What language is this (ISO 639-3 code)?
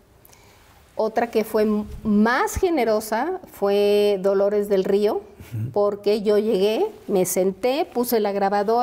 spa